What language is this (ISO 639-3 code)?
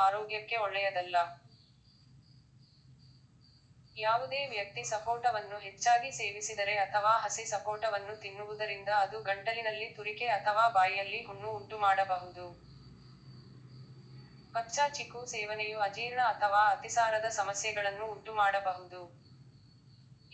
kan